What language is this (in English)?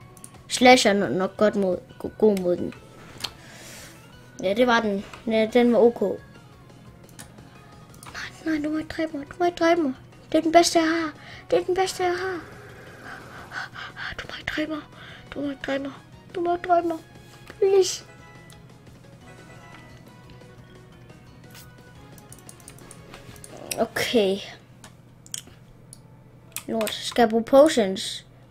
Danish